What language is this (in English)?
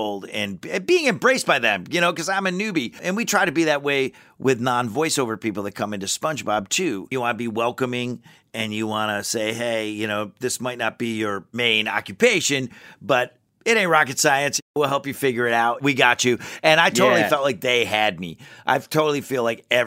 English